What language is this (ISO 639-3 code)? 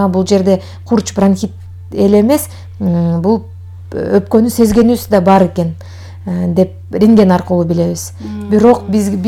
kir